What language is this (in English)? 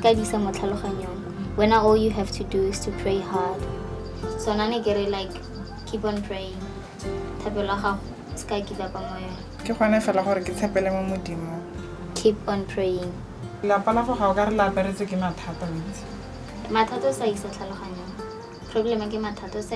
Tswana